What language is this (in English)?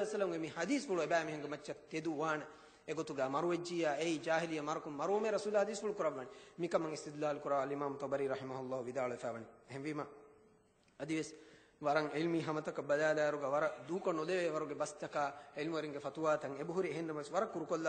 Divehi